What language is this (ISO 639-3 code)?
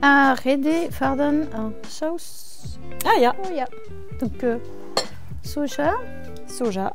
bre